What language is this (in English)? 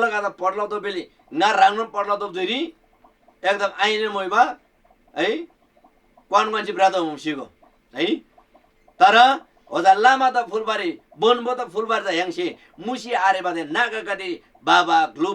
Eastern Tamang